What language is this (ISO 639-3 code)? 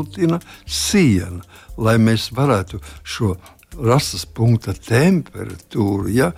lav